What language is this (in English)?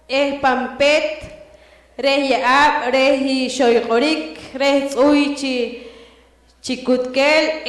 Poqomchi'